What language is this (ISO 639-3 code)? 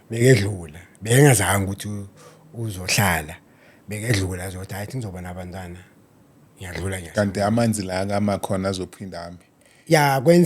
zul